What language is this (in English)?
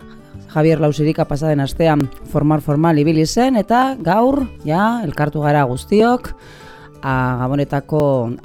Basque